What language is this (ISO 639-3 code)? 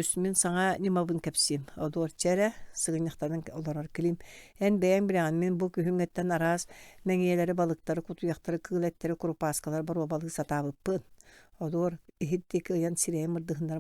sah